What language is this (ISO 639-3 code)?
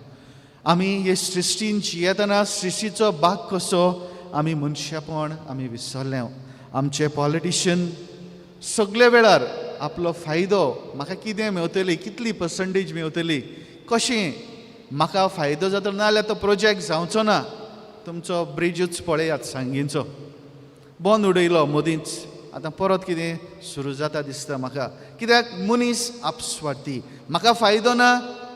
kok